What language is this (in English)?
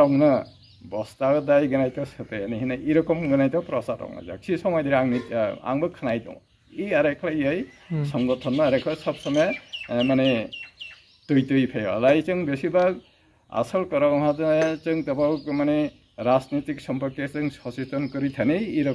Riang (India)